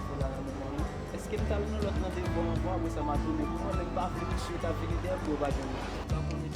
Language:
Haitian Creole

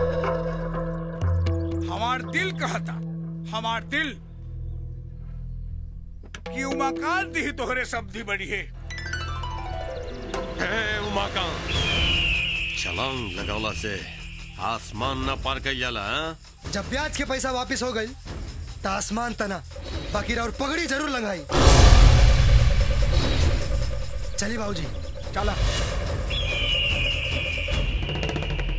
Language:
Bhojpuri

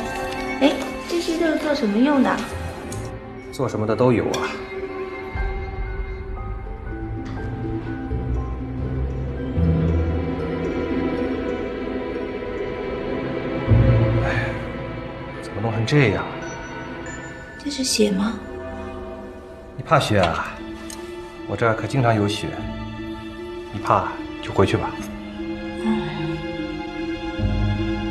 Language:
Chinese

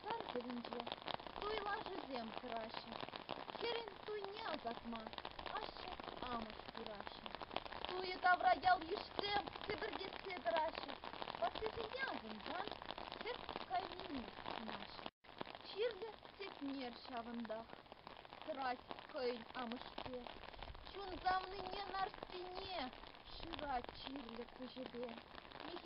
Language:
Chuvash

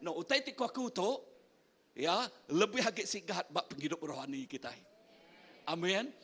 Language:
Iban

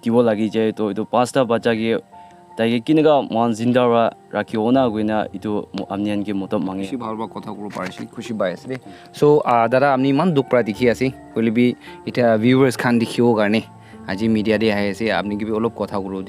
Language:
Naga Pidgin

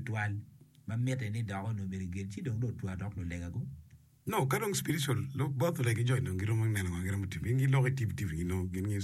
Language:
Acoli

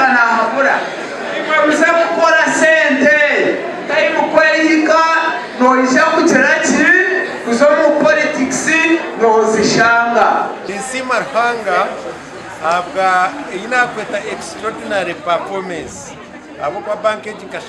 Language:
Nyankole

